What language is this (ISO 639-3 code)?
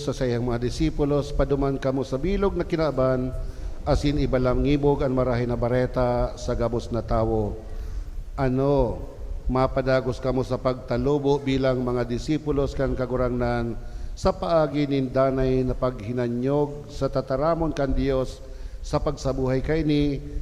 bik